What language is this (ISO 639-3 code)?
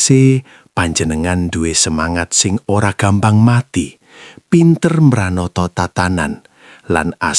jav